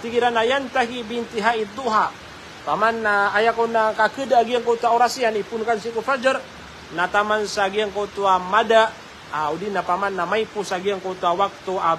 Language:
Maranao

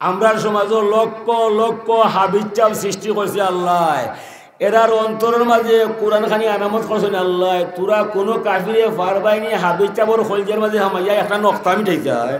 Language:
Sylheti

